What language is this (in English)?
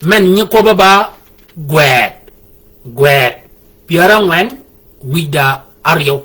Shilluk